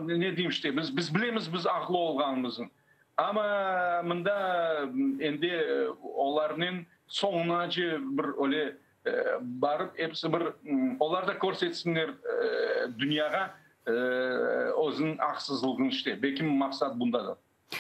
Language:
Crimean Tatar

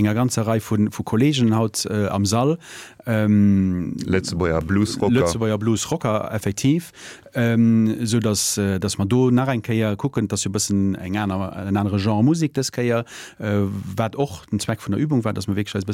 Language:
Luxembourgish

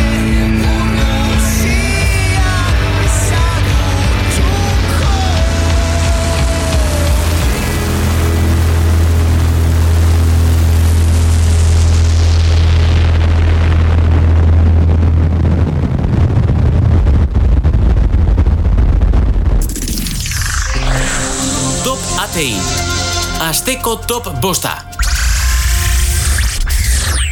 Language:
Basque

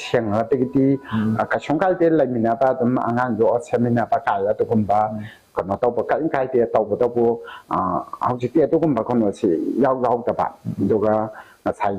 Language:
Manipuri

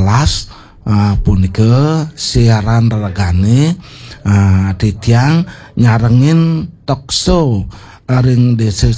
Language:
Balinese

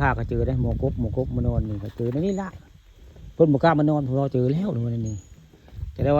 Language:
Northeastern Thai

